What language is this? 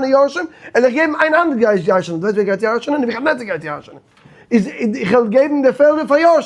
Yiddish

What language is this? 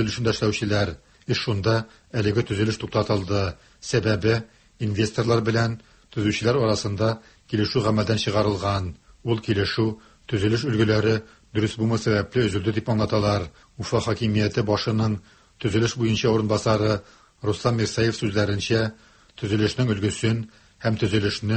Tatar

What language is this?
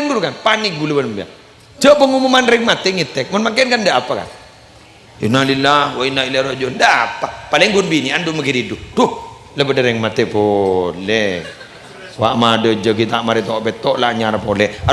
Madurese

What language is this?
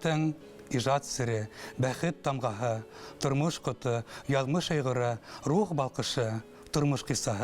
Bashkir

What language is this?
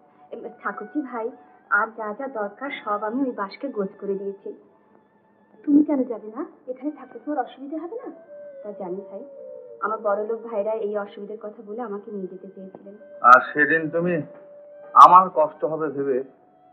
Bangla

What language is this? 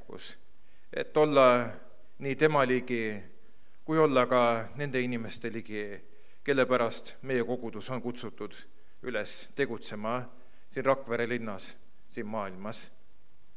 Estonian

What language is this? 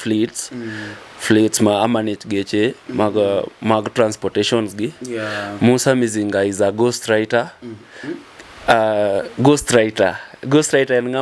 Luo (Kenya and Tanzania)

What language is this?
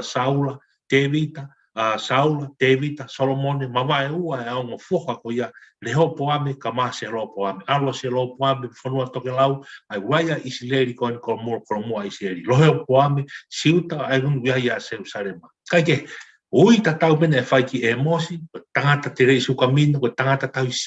Tongan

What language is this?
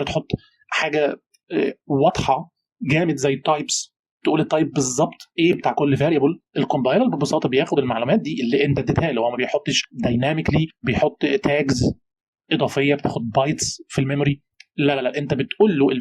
Egyptian Arabic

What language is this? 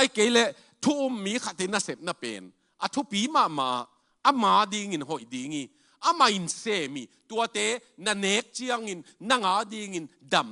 Tedim Chin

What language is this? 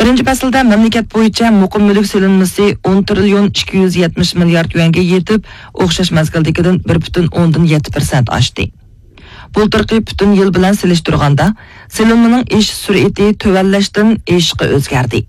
Uyghur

